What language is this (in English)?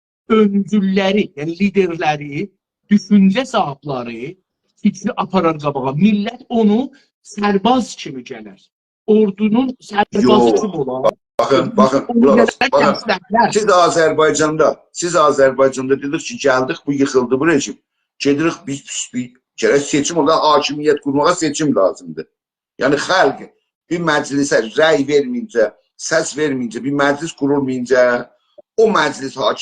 South Azerbaijani